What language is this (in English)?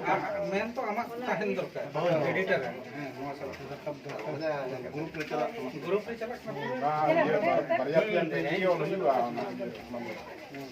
Santali